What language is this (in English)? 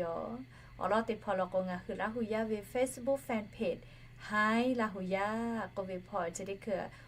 Lahu